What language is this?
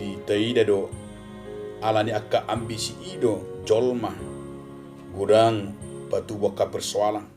Batak Toba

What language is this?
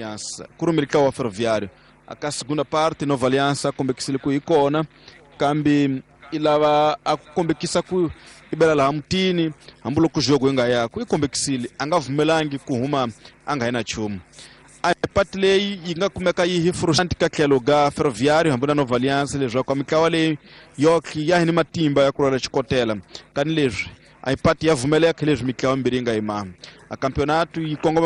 Tsonga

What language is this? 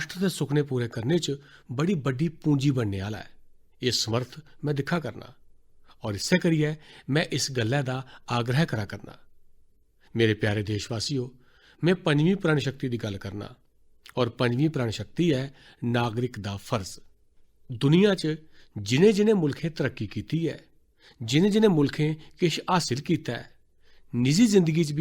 Dogri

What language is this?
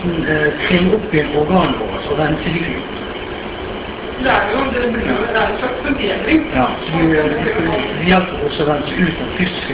Norwegian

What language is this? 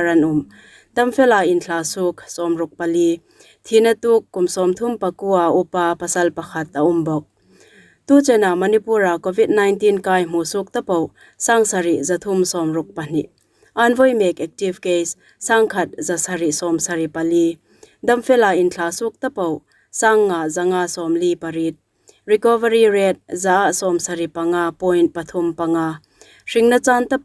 Hmar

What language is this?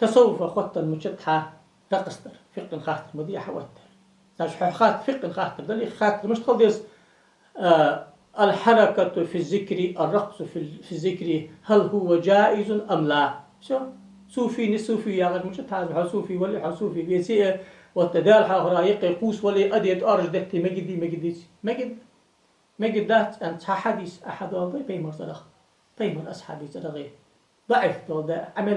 Ingush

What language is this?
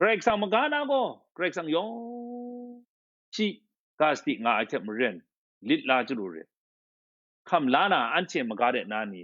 Kachin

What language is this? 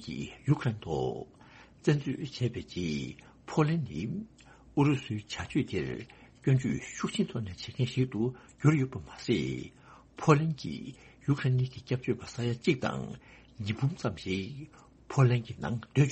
Tibetan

